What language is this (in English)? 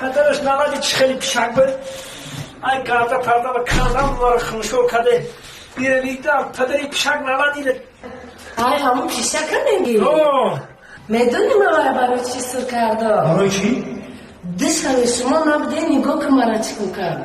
Tajik